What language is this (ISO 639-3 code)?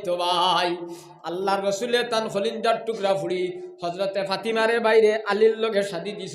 syl